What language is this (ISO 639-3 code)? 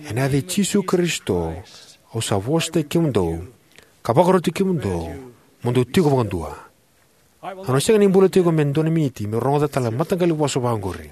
fij